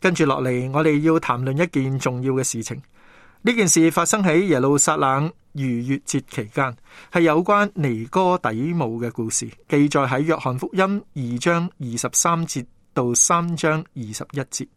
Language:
Cantonese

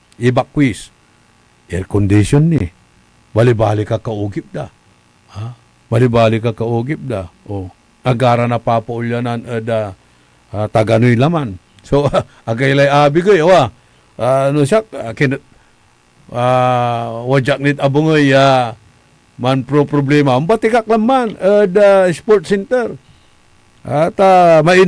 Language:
Pangasinan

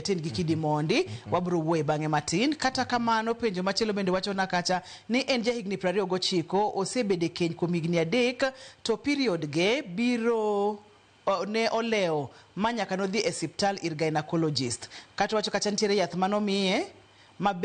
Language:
Luo (Kenya and Tanzania)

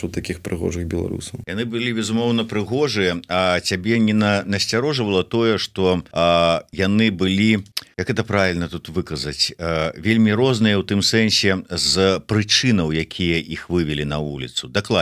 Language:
Belarusian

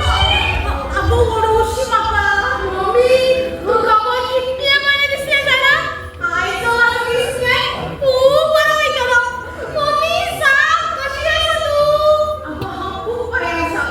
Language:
Konkani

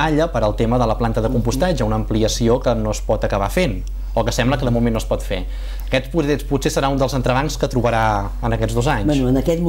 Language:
Catalan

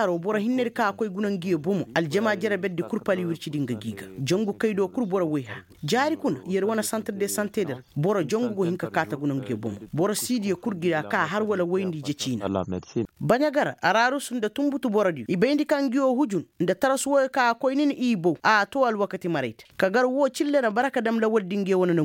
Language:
Koyraboro Senni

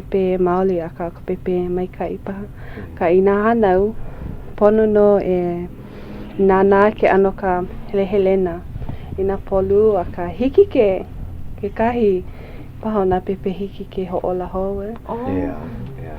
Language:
Hawaiian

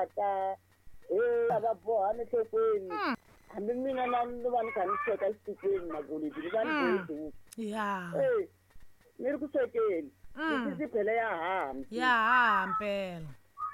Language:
Tsonga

